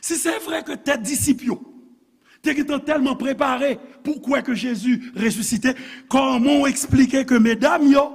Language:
Haitian Creole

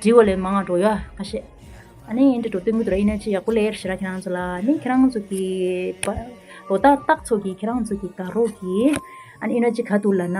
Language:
Tibetan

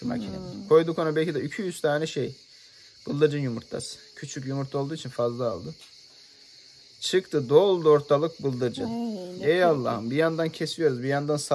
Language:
Turkish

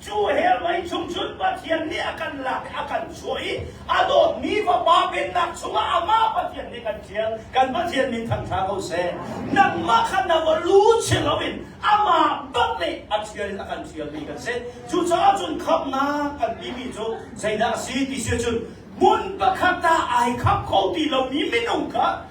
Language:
Hakha Chin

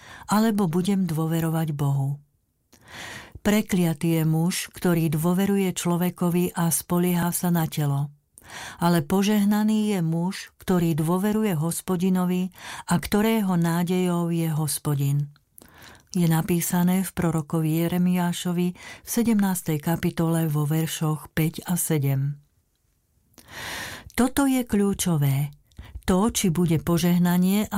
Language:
Slovak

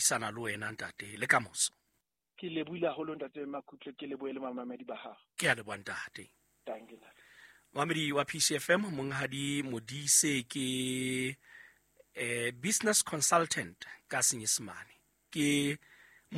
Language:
Southern Sotho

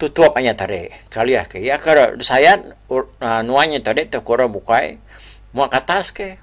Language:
Iban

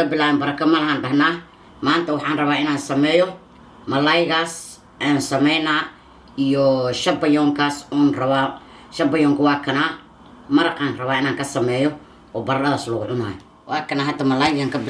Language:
Somali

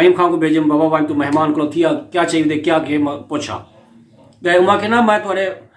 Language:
Saraiki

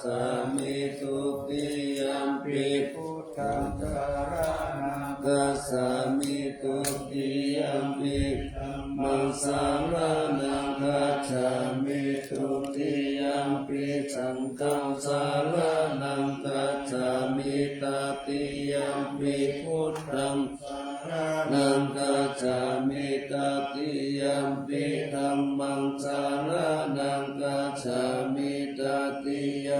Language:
Pali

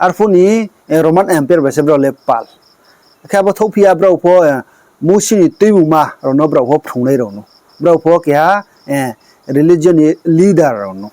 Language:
Riang (India)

